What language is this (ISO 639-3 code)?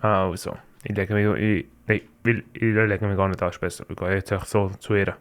gsw